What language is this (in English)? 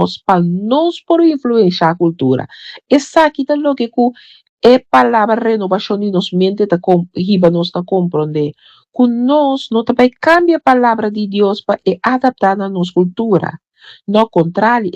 Papiamento